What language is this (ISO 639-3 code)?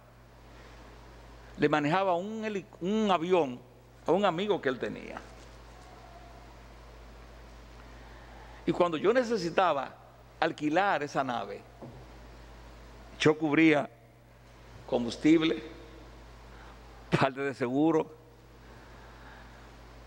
spa